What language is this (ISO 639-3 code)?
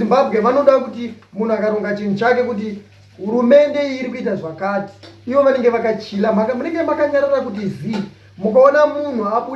sna